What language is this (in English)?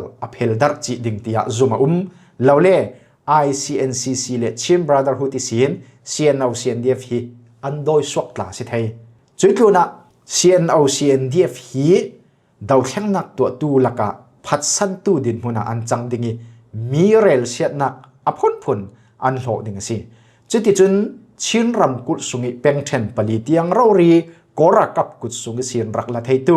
Falam Chin